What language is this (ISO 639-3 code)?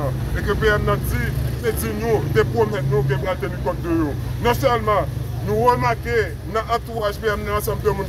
hat